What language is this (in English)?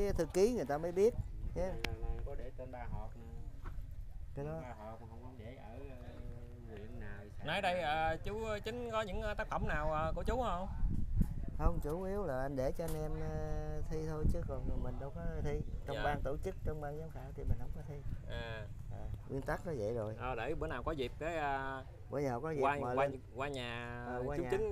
Vietnamese